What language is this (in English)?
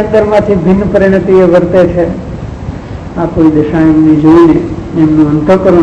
Gujarati